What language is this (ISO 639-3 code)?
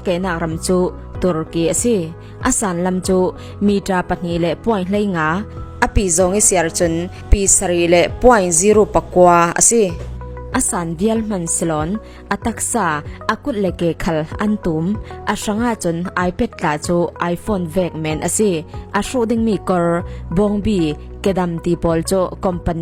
cfm